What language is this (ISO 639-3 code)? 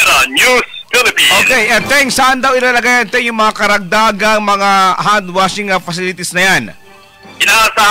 fil